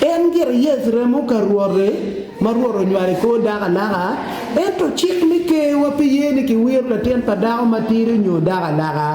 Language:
Acoli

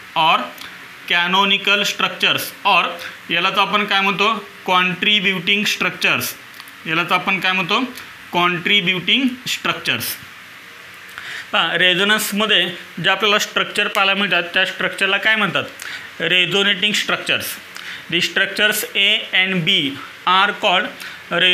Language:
Marathi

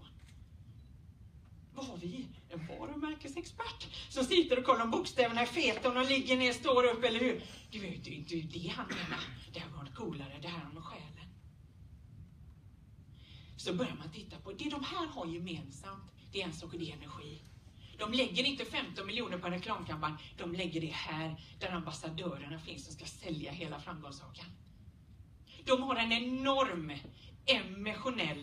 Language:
Swedish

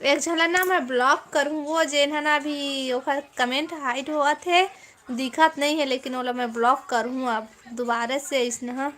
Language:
Chhattisgarhi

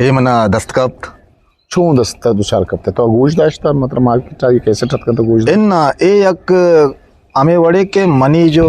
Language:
Eastern Balochi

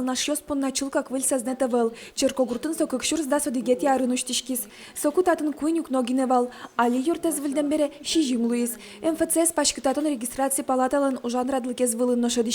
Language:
Udmurt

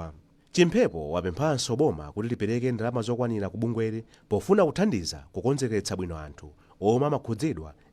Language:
Nyanja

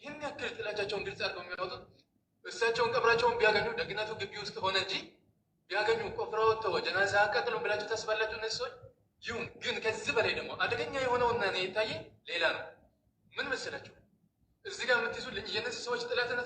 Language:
Amharic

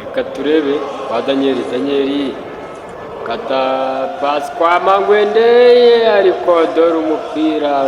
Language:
Kinyarwanda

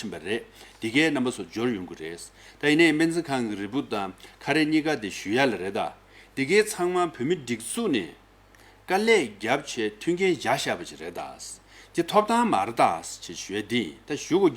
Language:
Tibetan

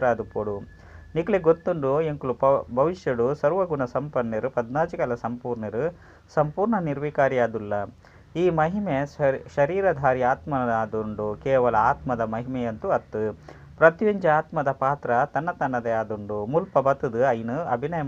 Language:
Tulu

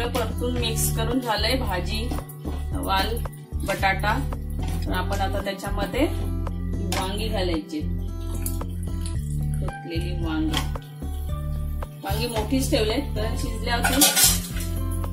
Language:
Marathi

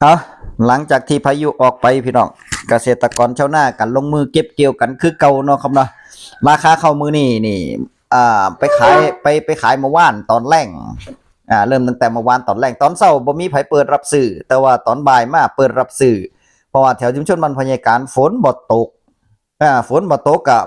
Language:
Northeastern Thai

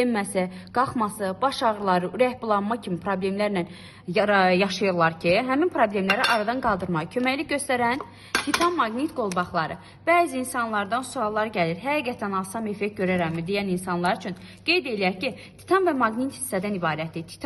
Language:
Azerbaijani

